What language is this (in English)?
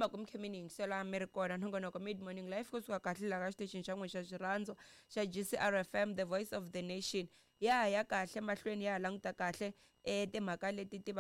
Tsonga